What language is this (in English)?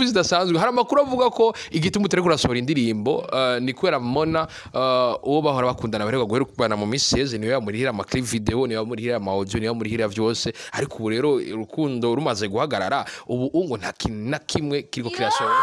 Rundi